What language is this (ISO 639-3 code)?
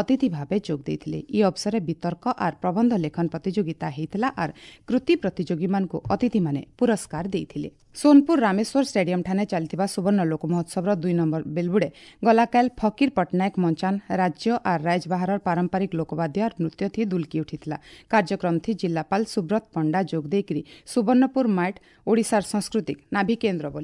ori